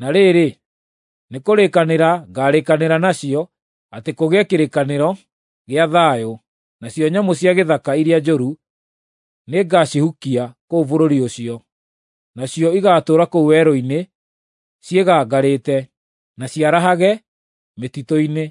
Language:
Kikuyu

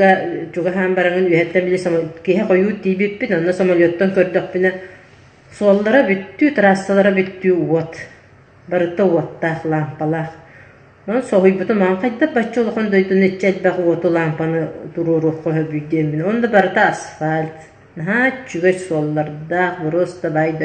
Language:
Yakut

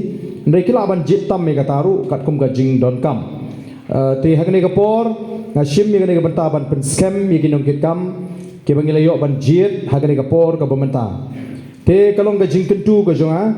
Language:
Khasi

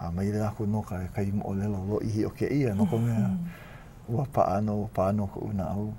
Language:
Hawaiian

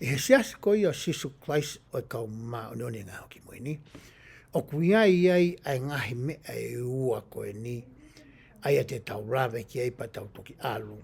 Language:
Tongan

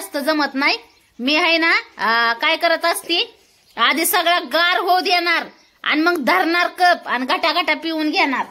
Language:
Marathi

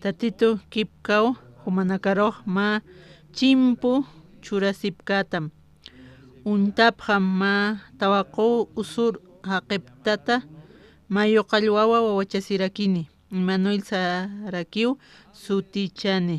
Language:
Aymara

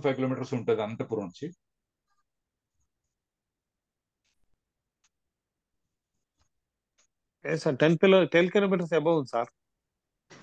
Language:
Telugu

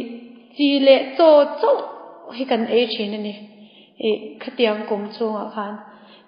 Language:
Mizo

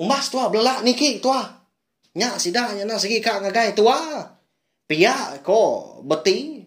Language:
Iban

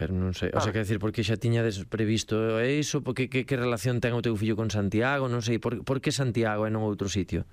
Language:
Galician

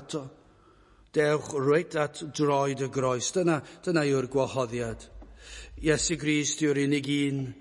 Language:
Welsh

